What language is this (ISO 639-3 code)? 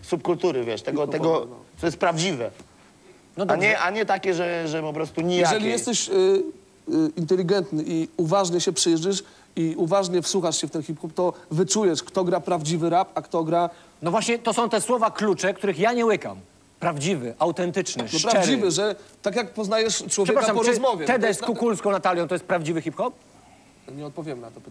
pol